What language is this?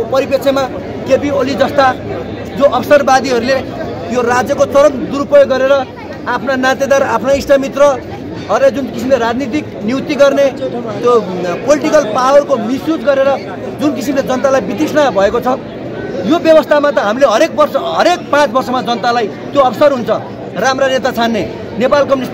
Nepali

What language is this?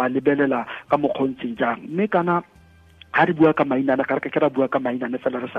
Tswana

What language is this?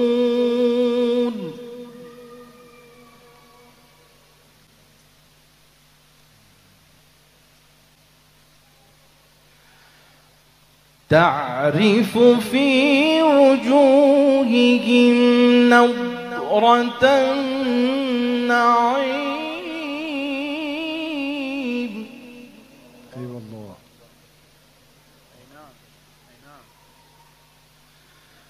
Arabic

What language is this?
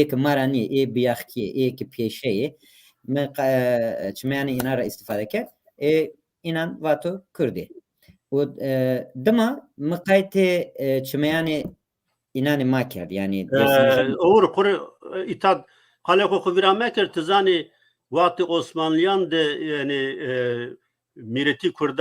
Zaza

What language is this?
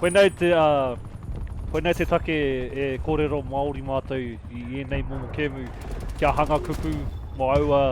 Māori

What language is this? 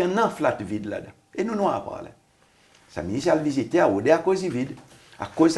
Seselwa Creole French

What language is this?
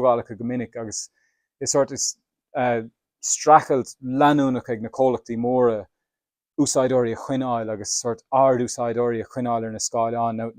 Irish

